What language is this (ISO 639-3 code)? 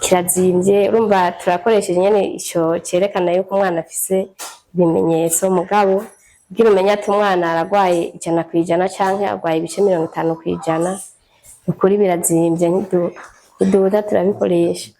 run